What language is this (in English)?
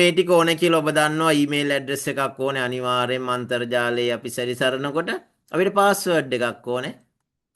Sinhala